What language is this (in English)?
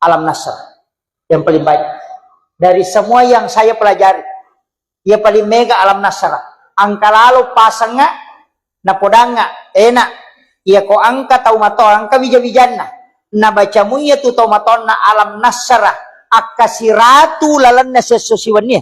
Buginese